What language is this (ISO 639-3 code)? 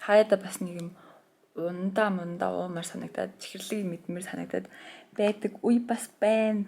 mon